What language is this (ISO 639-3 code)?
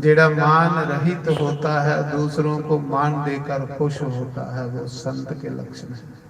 doi